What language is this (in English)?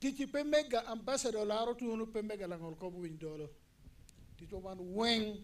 Acoli